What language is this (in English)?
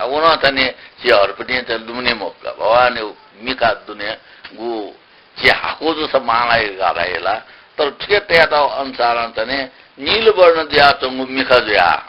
Newari